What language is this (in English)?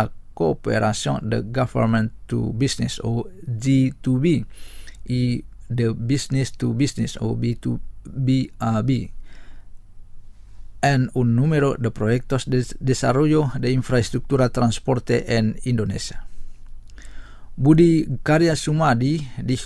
Spanish